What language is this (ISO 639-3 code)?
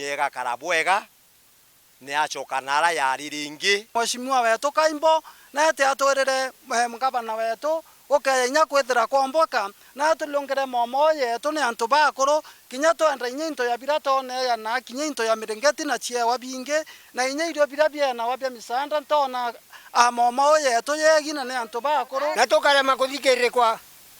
mer